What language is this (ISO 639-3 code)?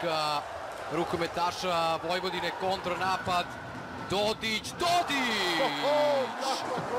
srp